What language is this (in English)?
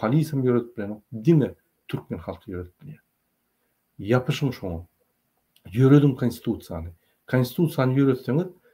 Turkmen